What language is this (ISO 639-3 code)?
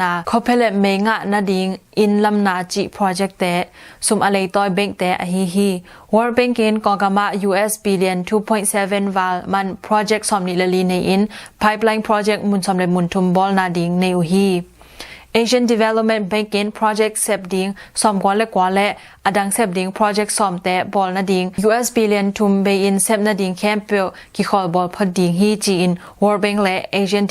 ctd